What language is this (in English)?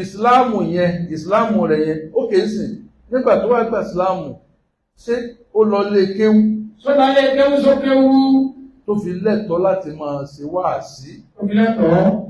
Yoruba